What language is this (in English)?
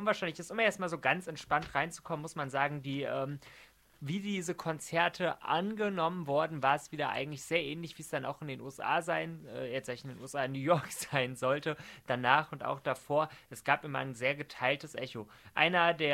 German